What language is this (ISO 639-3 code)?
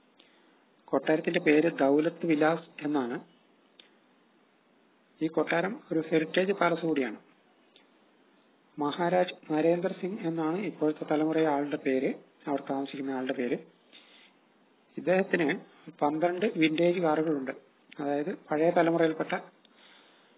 mal